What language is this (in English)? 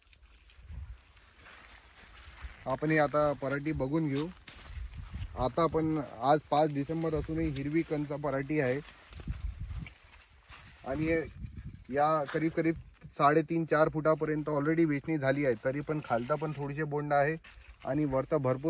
Marathi